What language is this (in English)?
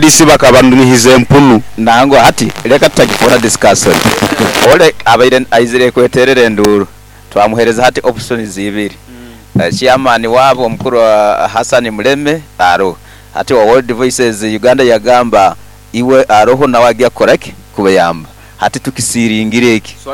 Nyoro